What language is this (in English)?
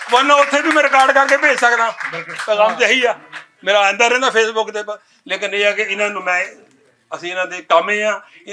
Western Panjabi